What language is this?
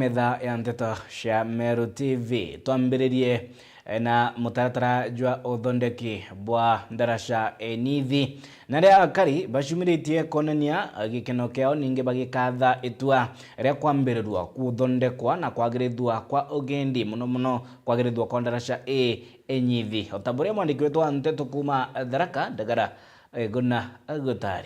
Meru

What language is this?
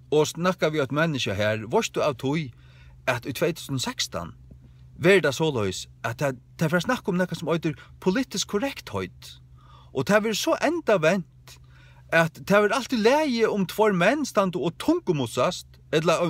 Faroese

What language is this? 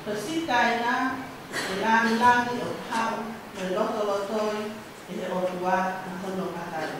Tongan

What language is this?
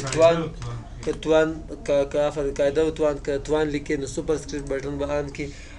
Pashto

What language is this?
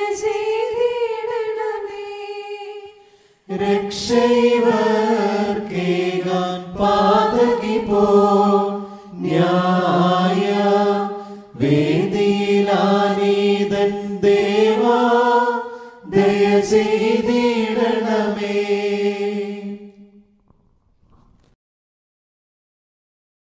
Malayalam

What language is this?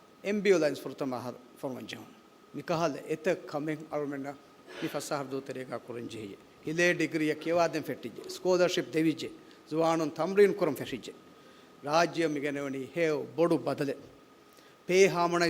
Divehi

